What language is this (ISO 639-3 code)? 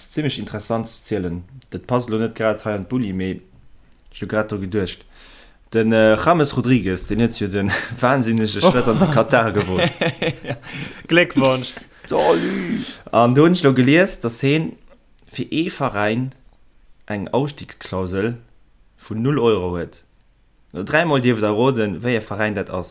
ltz